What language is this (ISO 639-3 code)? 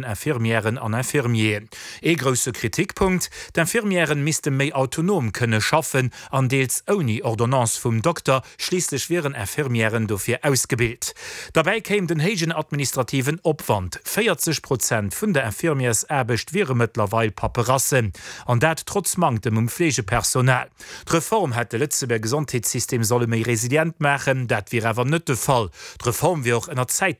ltz